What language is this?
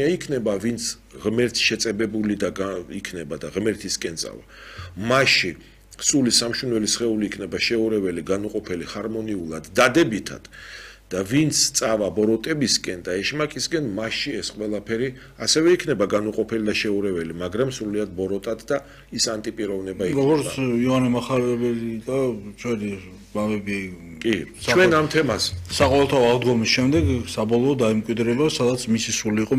Georgian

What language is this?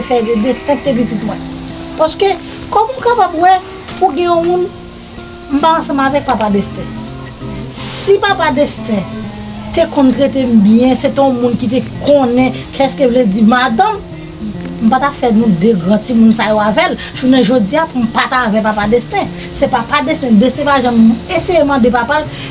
Haitian Creole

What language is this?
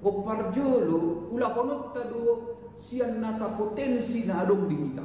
Batak Toba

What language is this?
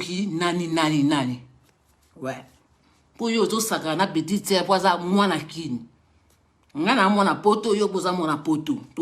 Lingala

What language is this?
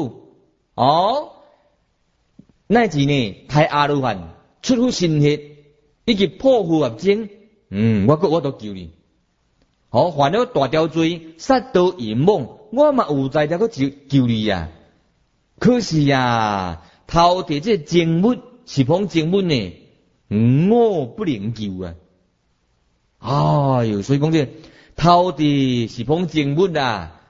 Min Nan Chinese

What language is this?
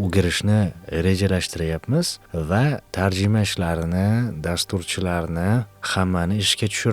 Uzbek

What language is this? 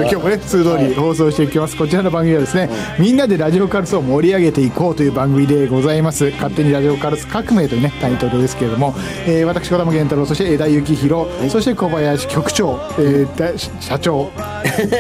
Japanese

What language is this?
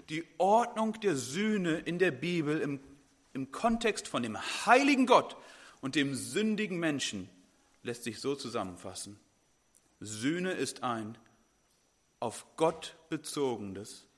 German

